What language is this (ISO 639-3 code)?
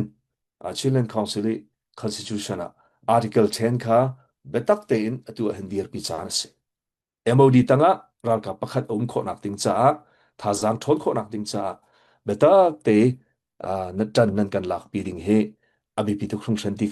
cnh